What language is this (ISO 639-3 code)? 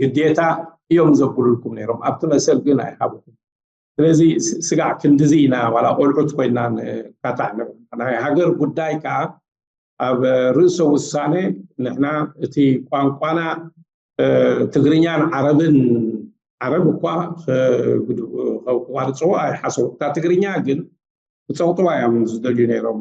tir